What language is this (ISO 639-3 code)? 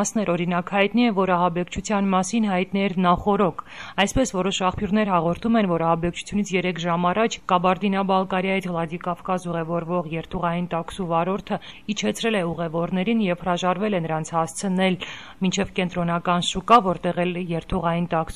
hye